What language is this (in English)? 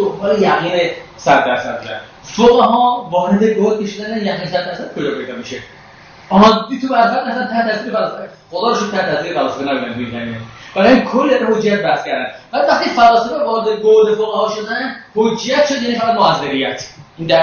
Persian